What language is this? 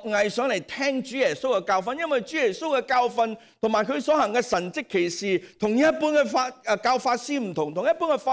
Cantonese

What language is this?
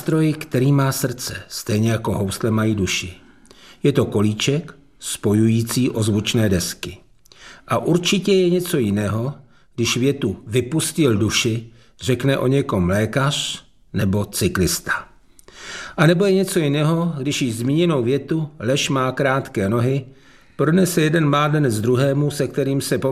Czech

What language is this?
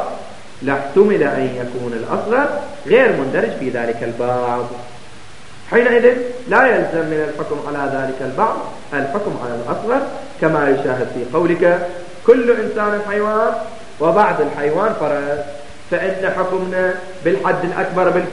Arabic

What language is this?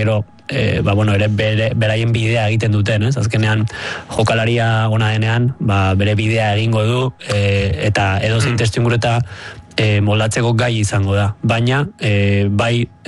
Basque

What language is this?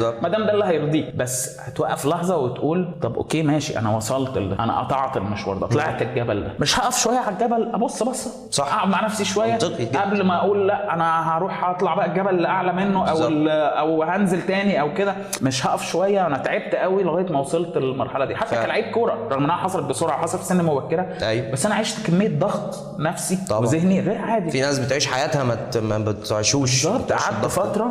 Egyptian Arabic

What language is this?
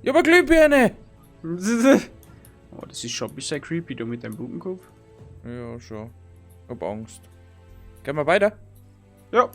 Bavarian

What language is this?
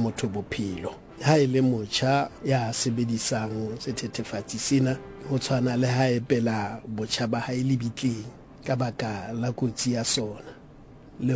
Southern Sotho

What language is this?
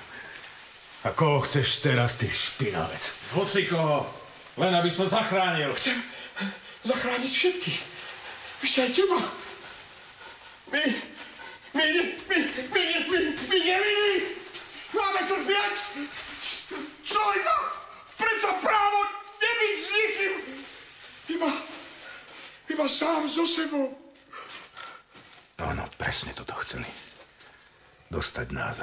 Slovak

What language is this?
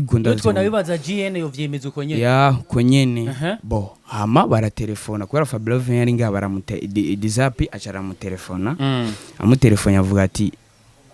Rundi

